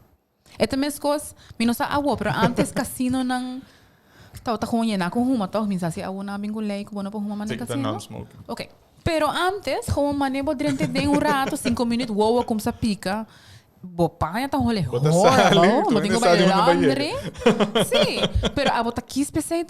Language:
Papiamento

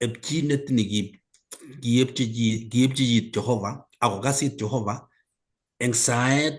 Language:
Kalenjin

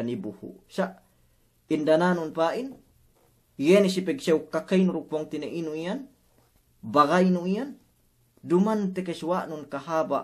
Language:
Yakan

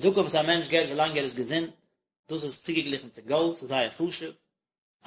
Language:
Yiddish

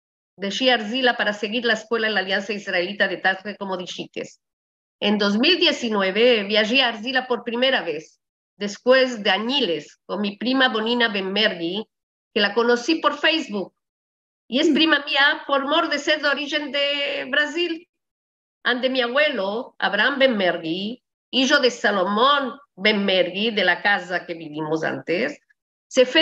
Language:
Ladino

